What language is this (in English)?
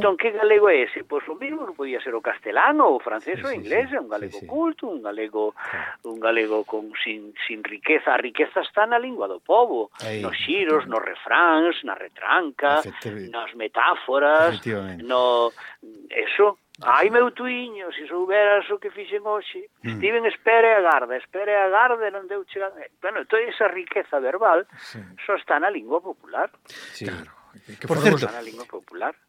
Galician